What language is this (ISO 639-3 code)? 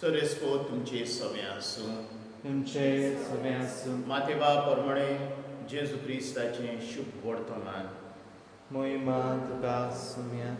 kok